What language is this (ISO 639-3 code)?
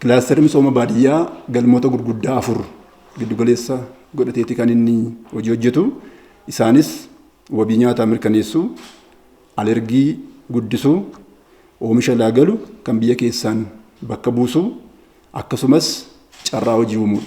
orm